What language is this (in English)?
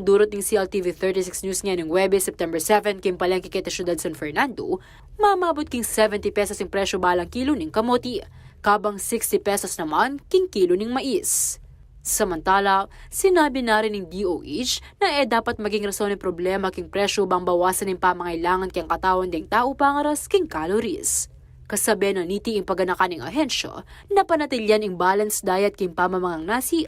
Pampanga